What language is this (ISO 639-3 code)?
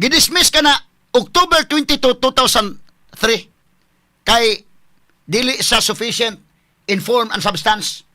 ceb